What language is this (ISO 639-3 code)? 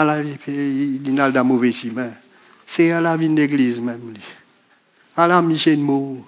mfe